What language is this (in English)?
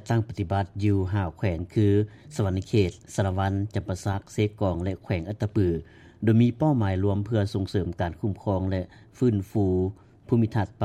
Lao